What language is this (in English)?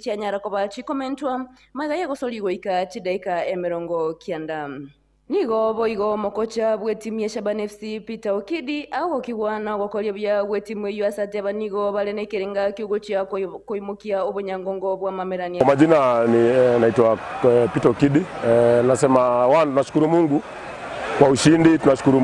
Gusii